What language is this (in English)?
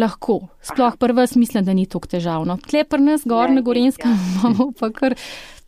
Slovenian